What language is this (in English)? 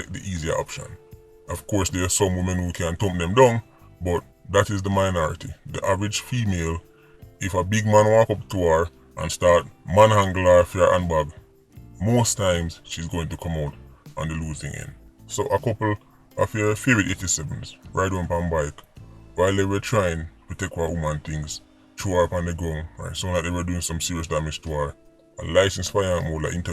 Jamaican Creole English